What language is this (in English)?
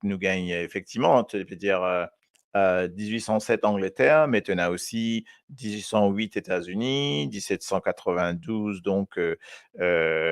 Morisyen